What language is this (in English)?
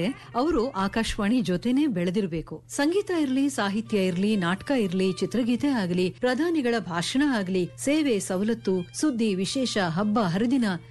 Kannada